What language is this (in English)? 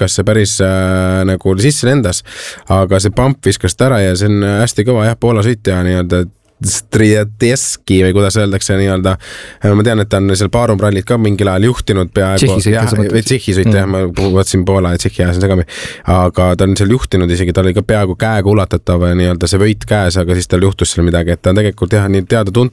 Estonian